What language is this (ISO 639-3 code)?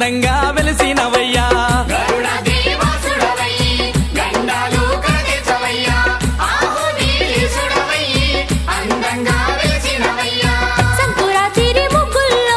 tel